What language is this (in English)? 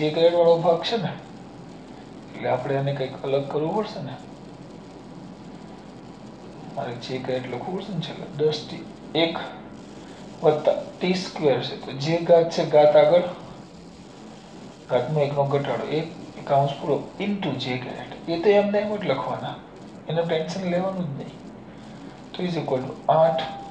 Gujarati